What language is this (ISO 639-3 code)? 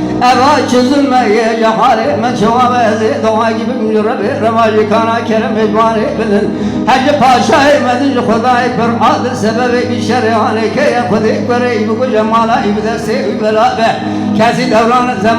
kur